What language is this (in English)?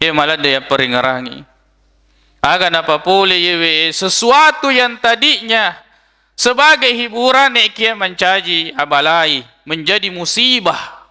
Buginese